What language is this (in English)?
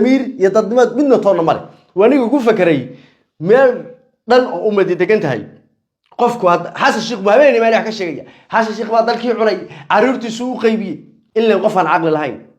Somali